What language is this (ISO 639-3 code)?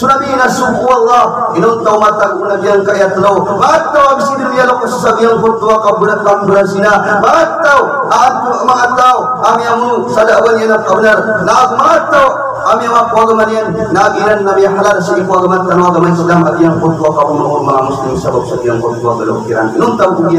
mrw